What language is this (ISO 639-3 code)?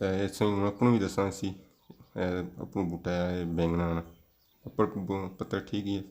phr